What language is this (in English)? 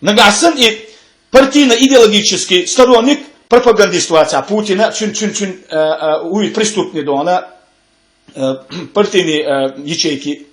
Chechen